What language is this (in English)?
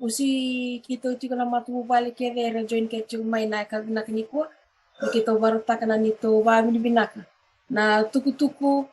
Fijian